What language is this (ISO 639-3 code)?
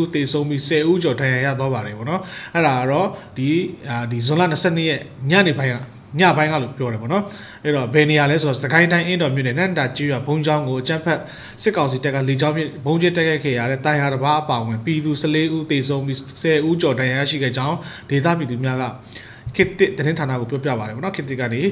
mya